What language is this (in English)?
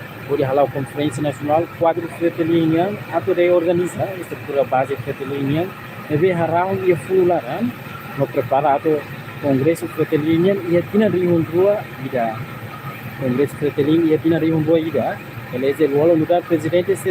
Tetum